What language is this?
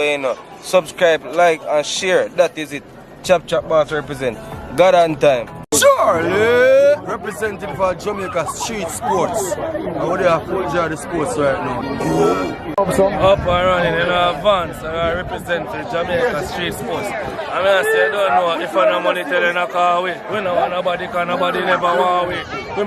Jamaican Creole English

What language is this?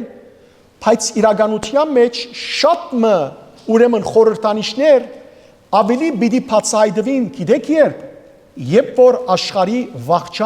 Western Armenian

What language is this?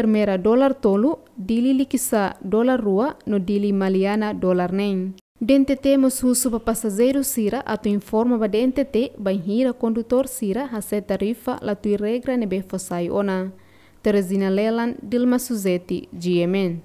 Tetum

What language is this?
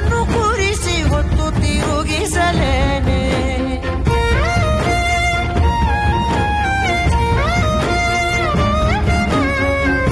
Kannada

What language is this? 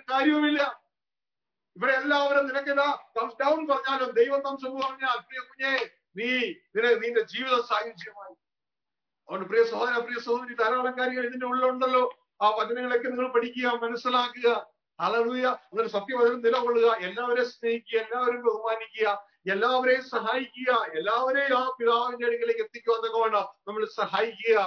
Malayalam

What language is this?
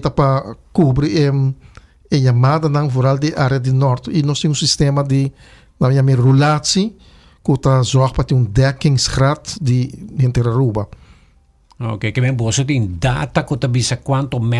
Papiamento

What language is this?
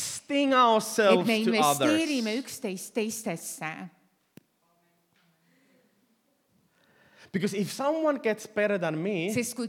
Estonian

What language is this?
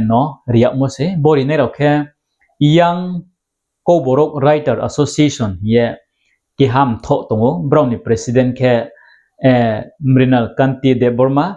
Riang (India)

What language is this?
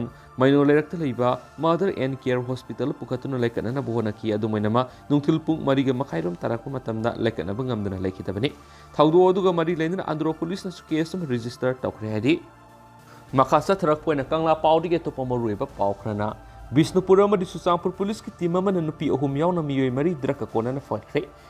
Manipuri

